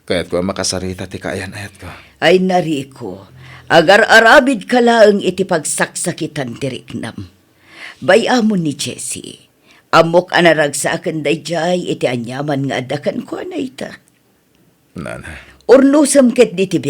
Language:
Iloko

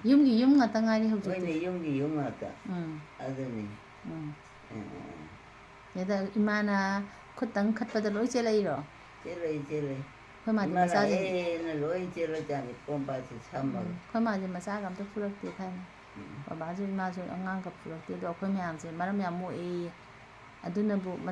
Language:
Manipuri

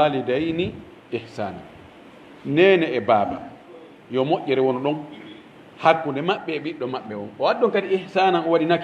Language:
Pular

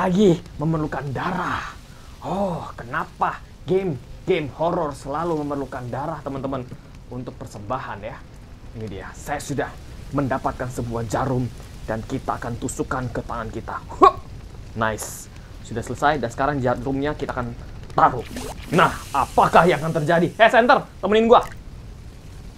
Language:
Indonesian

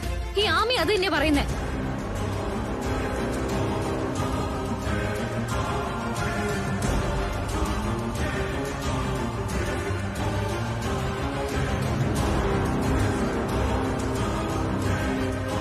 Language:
Malayalam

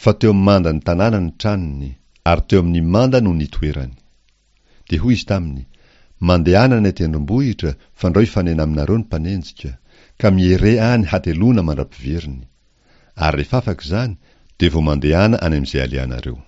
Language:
Malagasy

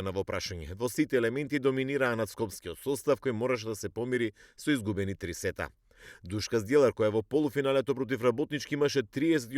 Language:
Macedonian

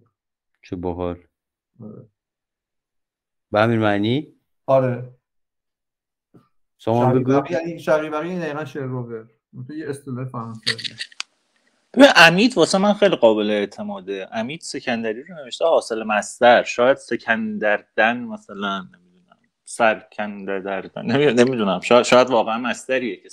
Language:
Persian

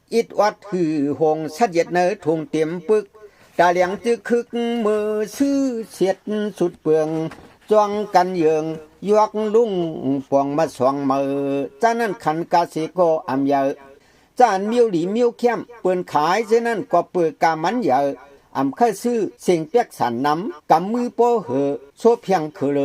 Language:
Shan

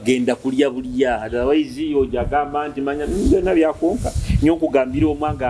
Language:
Nyoro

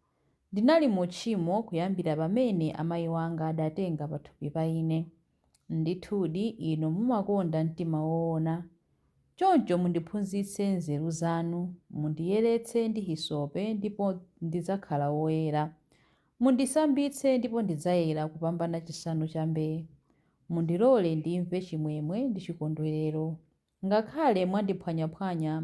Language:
Nyanja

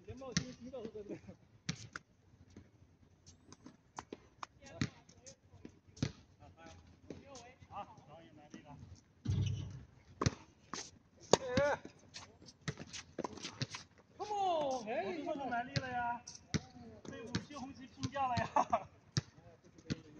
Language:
Chinese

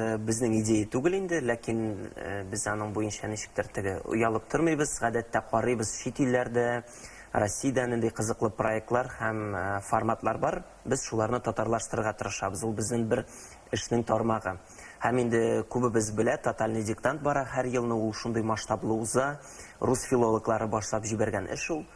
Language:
Tatar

